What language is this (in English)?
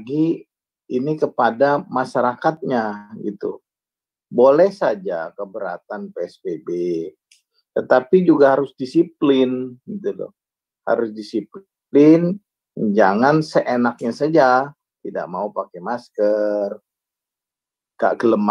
Indonesian